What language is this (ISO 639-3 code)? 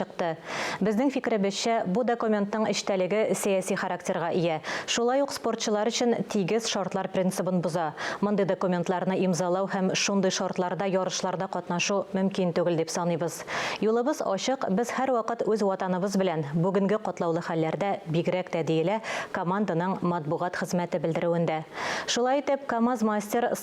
tat